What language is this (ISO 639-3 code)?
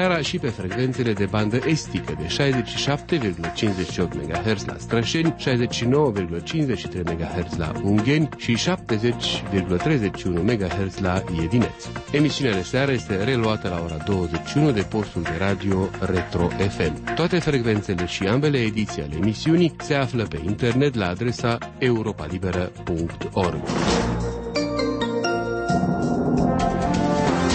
ron